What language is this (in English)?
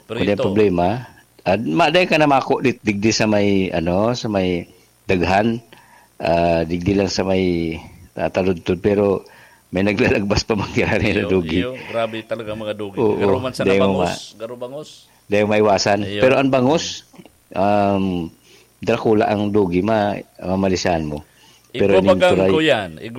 Bikol